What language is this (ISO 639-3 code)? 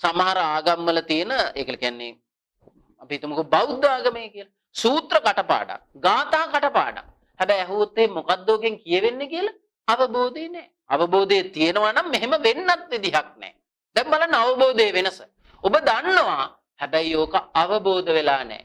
sin